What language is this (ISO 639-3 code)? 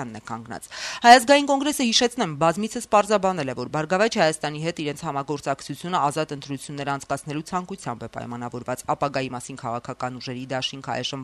hye